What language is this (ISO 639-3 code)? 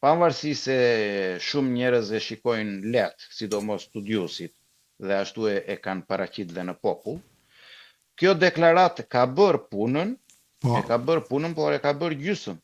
sqi